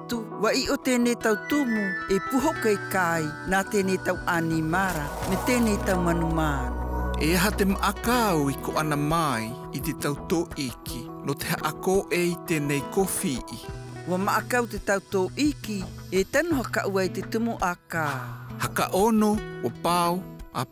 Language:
Tahitian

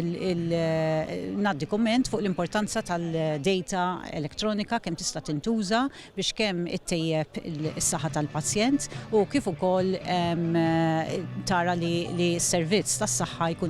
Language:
Maltese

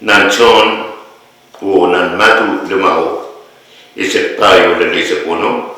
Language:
Pohnpeian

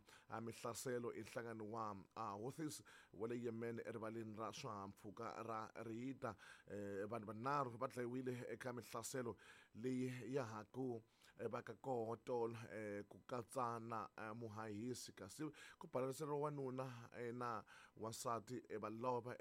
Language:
Tsonga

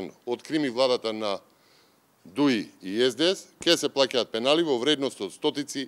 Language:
Macedonian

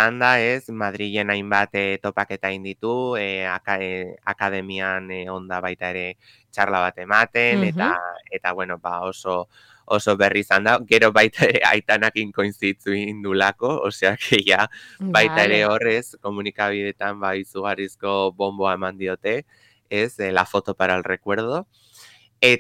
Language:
Basque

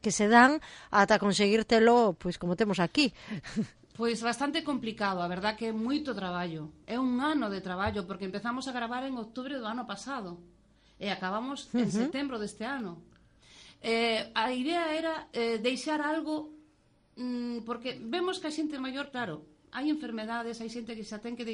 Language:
Galician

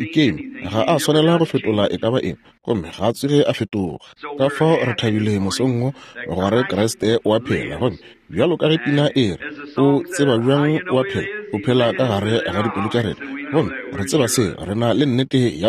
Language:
Northern Sotho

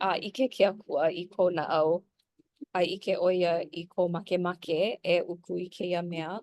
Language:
Hawaiian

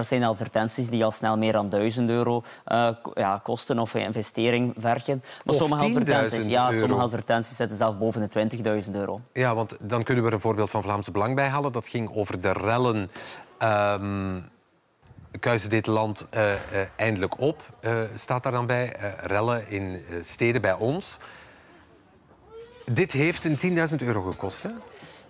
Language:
Dutch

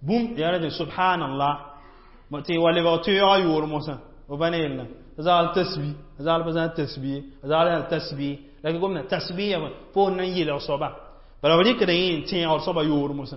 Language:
Mossi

